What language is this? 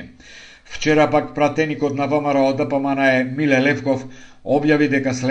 Macedonian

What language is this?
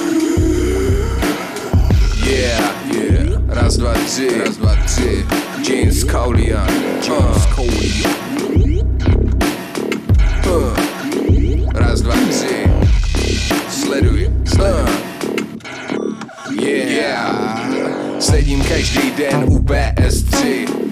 Czech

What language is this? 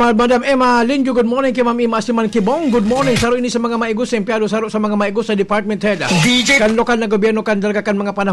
Bikol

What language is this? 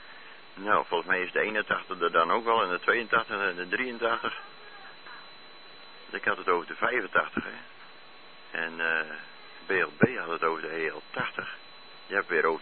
Dutch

